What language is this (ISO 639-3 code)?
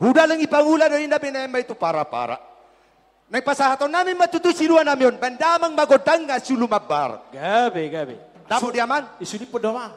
bbc